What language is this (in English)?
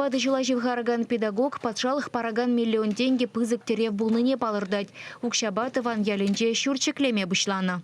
Chuvash